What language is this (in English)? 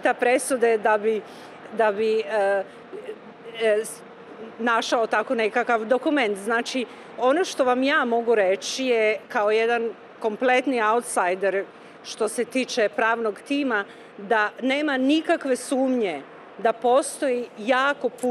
Serbian